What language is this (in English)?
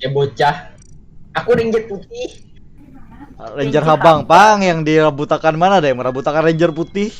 Banjar